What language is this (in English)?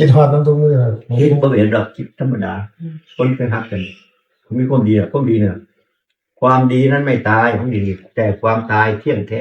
Northeastern Thai